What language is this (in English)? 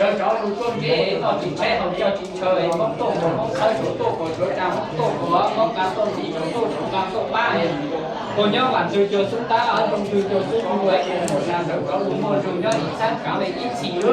Hmong